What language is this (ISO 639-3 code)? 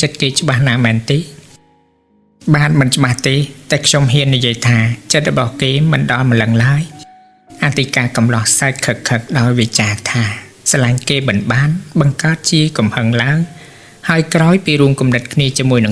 khm